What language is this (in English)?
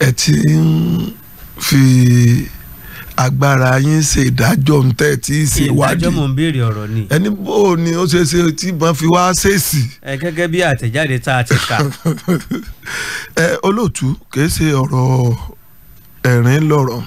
Yoruba